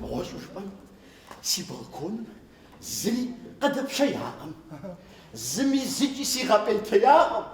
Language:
Kabardian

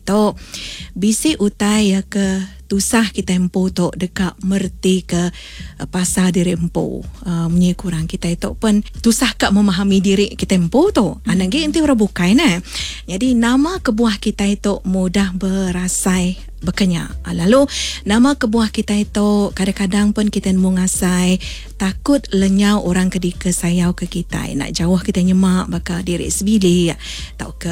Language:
Iban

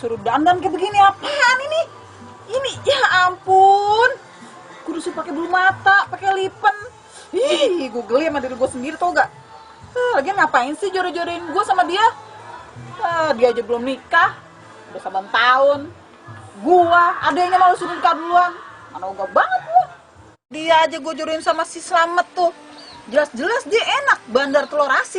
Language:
Betawi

